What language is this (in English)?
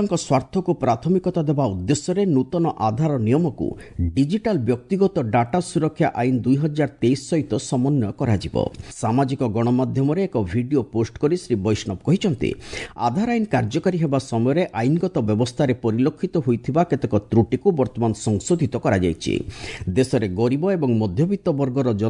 Odia